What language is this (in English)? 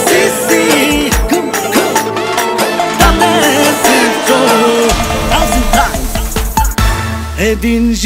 Bulgarian